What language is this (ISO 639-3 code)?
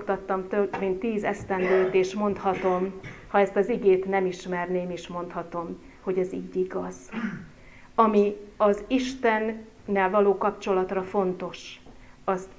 hun